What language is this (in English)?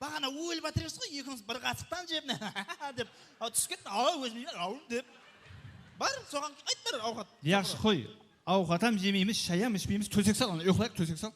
Kara-Kalpak